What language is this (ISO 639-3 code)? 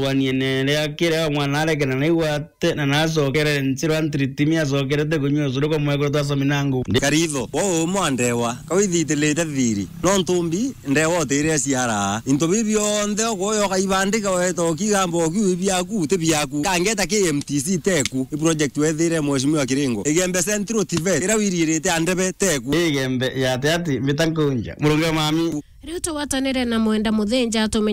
mer